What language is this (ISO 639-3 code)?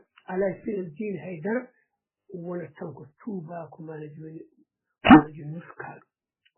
ful